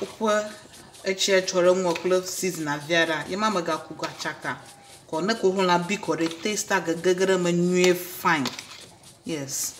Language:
Ewe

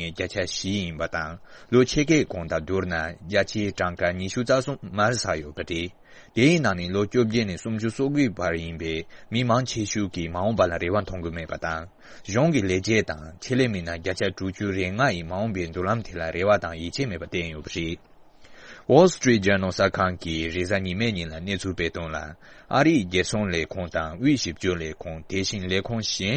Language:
Tibetan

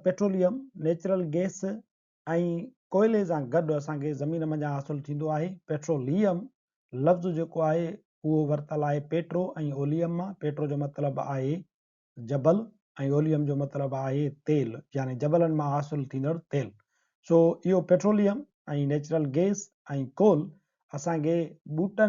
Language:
Sindhi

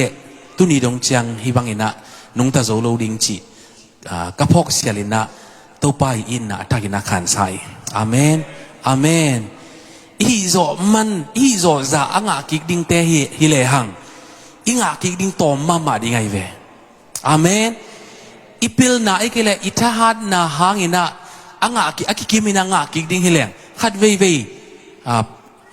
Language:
Tedim Chin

